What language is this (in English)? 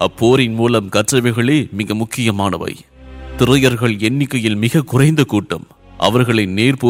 Tamil